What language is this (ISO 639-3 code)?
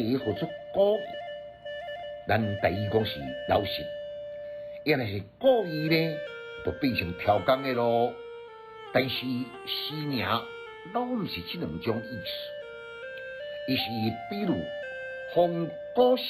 nan